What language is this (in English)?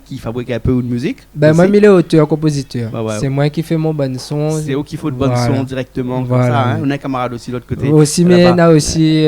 Réunion Creole French